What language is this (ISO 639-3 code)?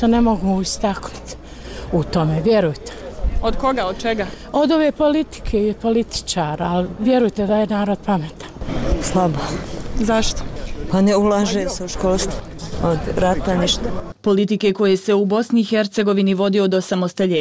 bos